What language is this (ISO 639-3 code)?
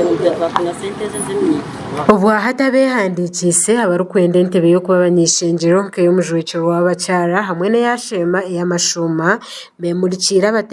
nyn